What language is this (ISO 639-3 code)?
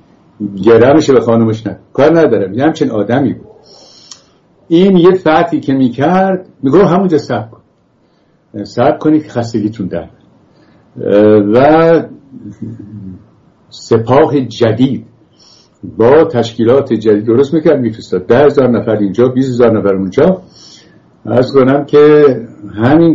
fas